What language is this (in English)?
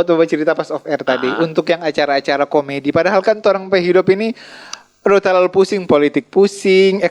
Manado Malay